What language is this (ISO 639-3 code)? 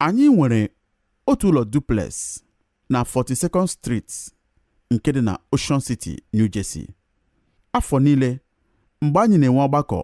ibo